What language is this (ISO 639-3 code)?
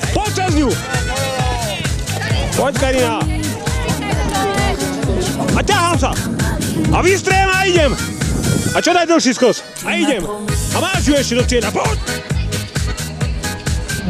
slk